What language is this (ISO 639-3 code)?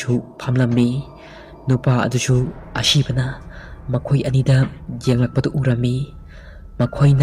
mni